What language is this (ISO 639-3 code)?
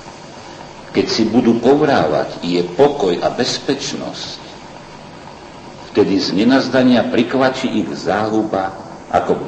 slk